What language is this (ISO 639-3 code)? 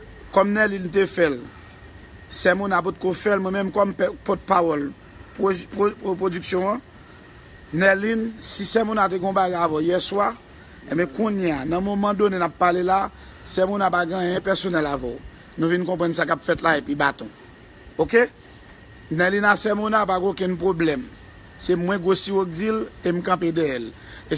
hat